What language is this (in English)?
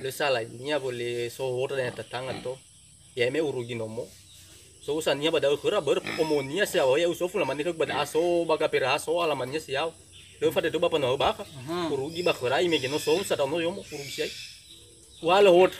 Nias